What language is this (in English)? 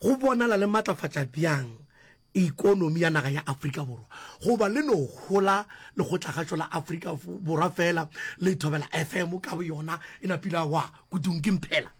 Northern Sotho